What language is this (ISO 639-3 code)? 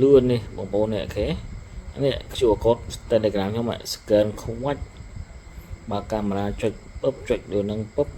khm